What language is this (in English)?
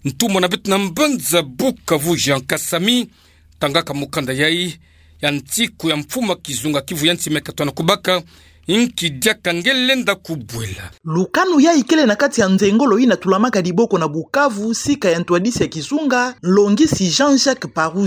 Kituba (Democratic Republic of Congo)